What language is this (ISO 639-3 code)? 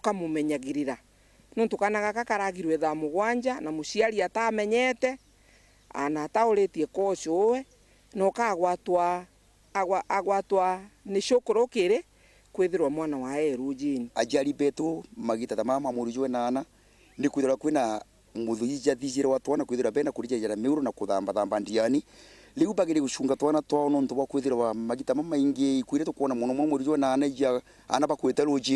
mer